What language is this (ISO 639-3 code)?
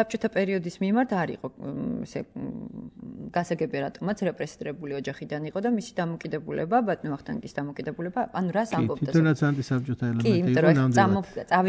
kat